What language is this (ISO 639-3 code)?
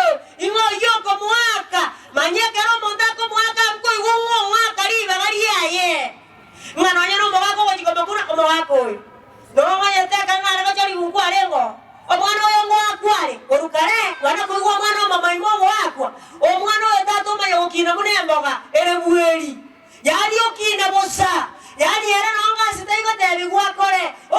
guz